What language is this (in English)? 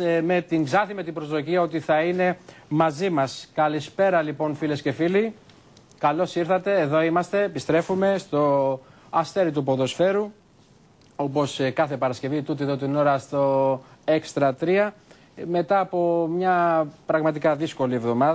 Greek